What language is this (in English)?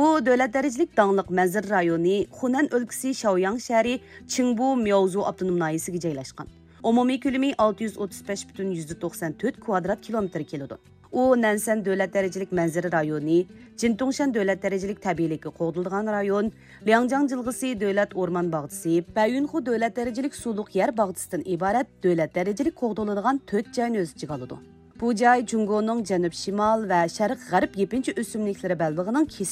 Uyghur